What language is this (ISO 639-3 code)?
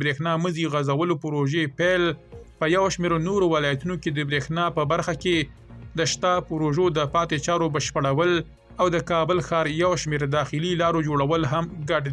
pus